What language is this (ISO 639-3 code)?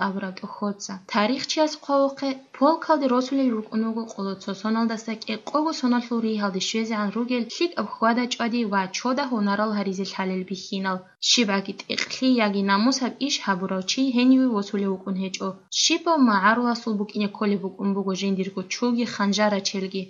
ava